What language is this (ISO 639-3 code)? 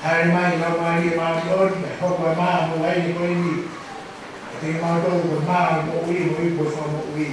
ton